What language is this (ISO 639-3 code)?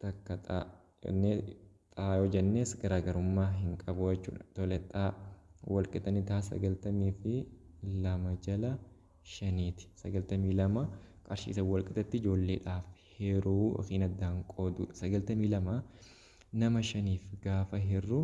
orm